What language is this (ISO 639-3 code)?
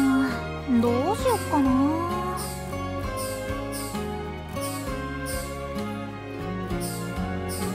jpn